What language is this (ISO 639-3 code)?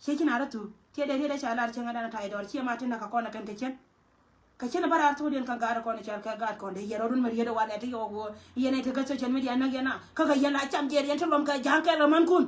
nus